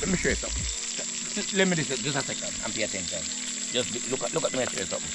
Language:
Jamaican Creole English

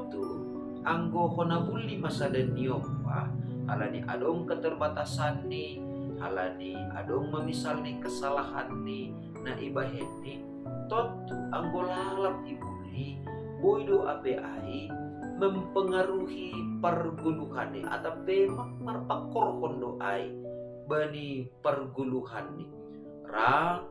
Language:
Batak Simalungun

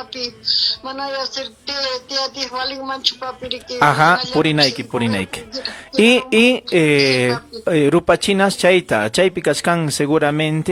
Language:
Ayacucho Quechua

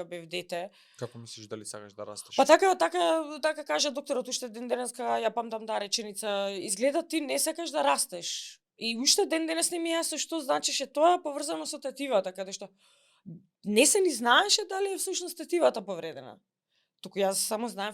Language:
Macedonian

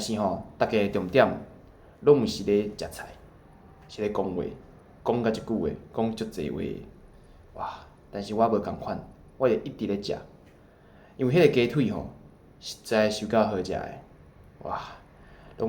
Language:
Min Nan Chinese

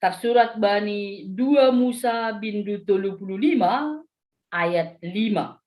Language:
Batak Simalungun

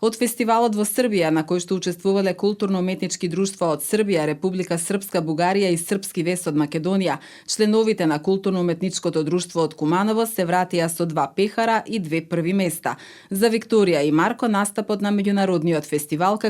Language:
Macedonian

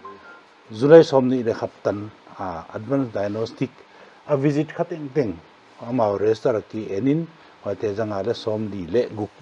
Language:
Paite Chin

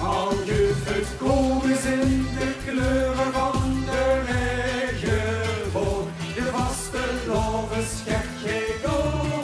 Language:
Limburgish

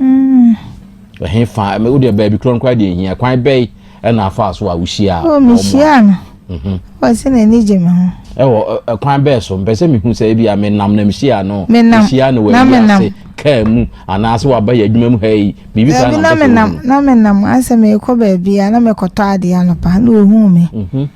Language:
Akan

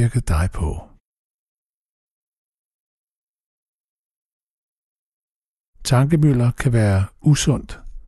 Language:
Danish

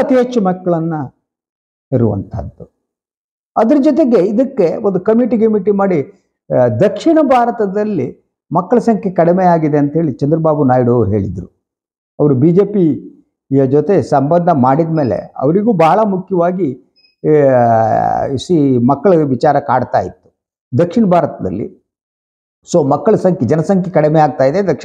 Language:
Kannada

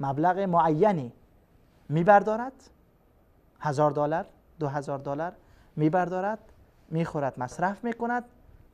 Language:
Persian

